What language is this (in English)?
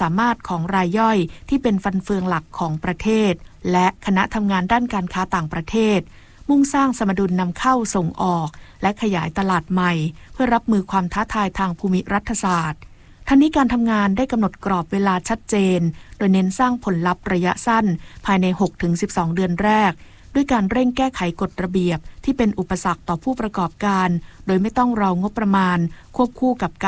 Thai